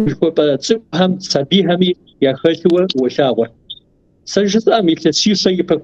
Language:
Kabardian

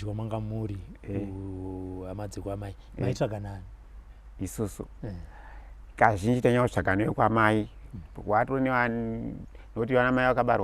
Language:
Shona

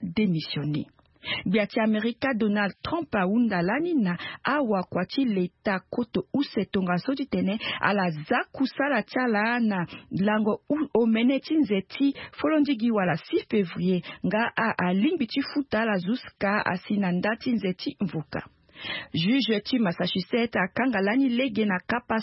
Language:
Sango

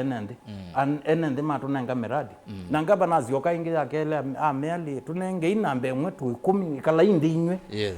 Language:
Kamba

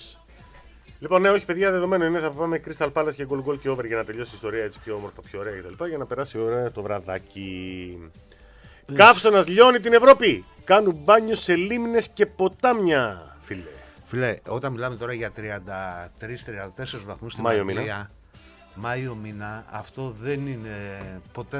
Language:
Greek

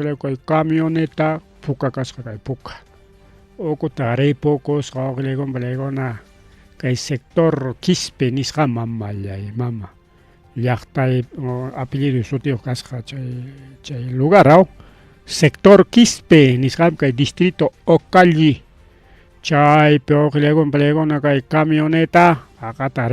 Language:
Ayacucho Quechua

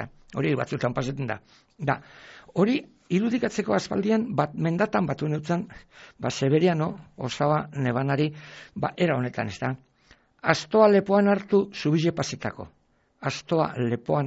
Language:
Basque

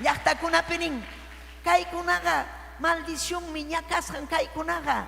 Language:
Ayacucho Quechua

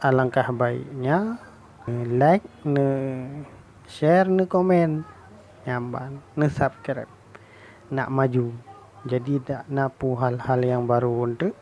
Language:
Achinese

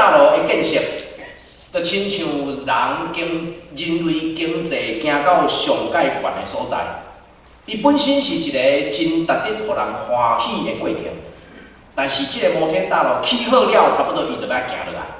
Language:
Min Nan Chinese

